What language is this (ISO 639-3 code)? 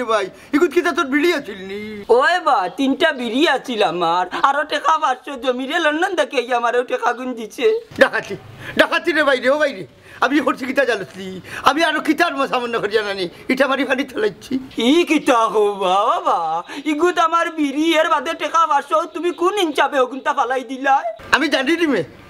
syl